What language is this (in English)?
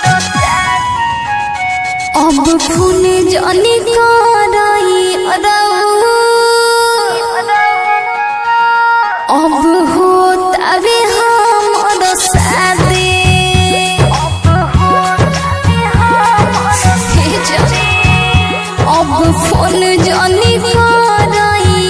Bhojpuri